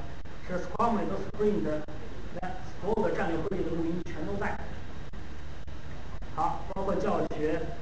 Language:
Chinese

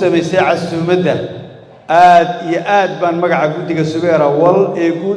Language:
Somali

